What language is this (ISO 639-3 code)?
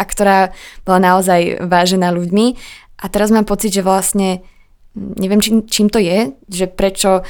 slk